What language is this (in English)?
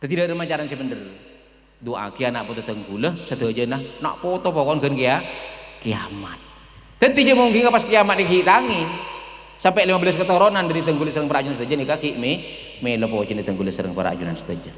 Madurese